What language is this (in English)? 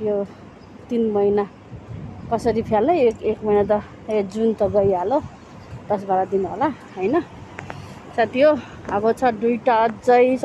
Nepali